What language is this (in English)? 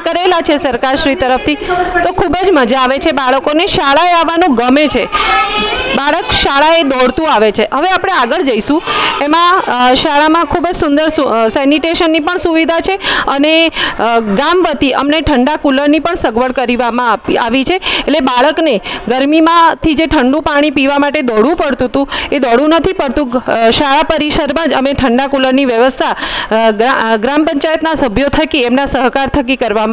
Gujarati